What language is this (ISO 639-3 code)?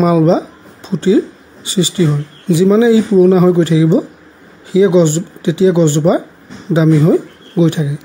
asm